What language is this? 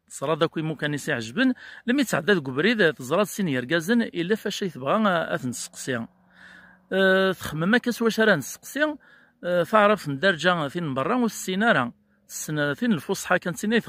Kabyle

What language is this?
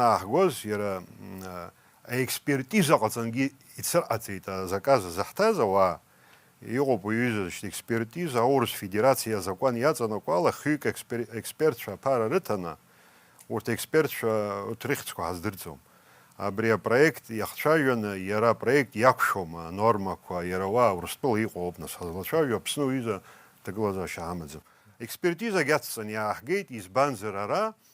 Abkhazian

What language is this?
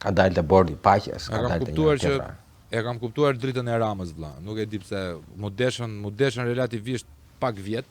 Albanian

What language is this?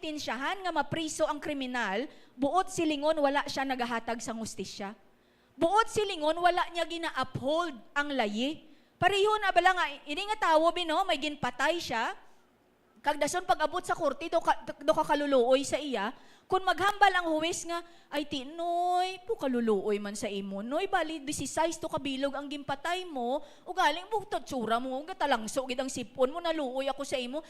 Hiligaynon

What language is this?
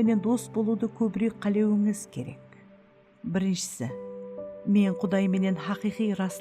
Kara-Kalpak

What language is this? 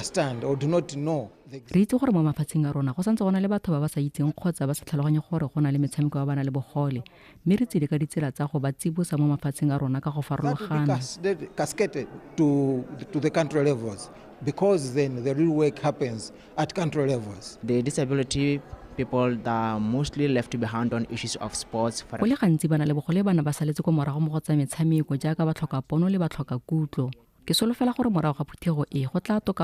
Tswana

